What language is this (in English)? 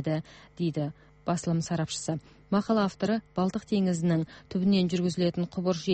Kazakh